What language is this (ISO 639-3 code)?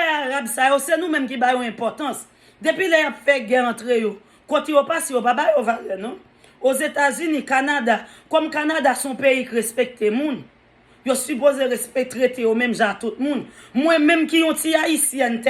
hat